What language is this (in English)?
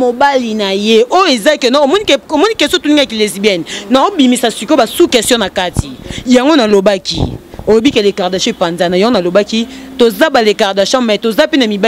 Lingala